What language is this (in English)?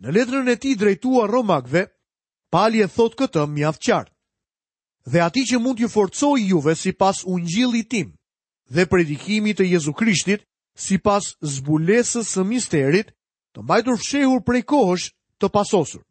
Albanian